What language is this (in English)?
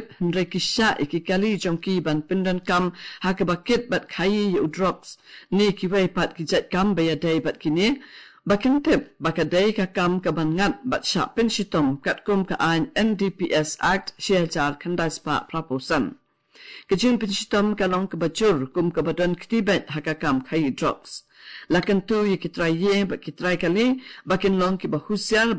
Khasi